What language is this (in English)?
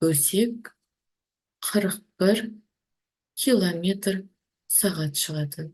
Kazakh